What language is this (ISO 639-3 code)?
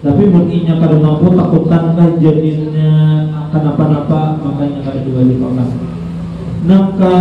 bjn